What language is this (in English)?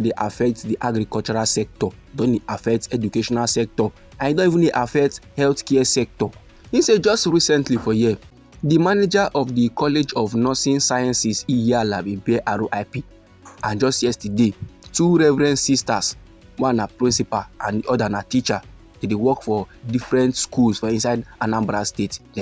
Nigerian Pidgin